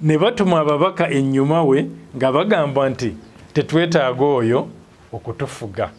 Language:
Ganda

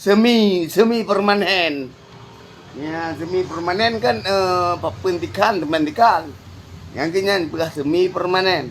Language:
Achinese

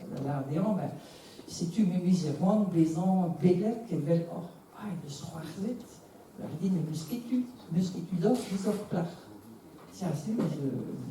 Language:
Breton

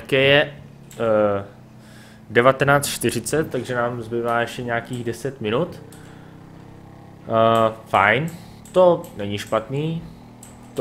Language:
Czech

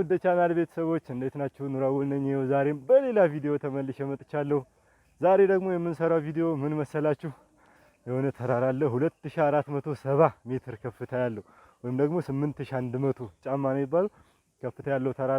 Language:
Amharic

